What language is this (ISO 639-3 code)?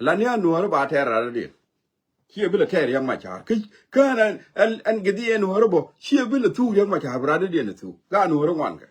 nus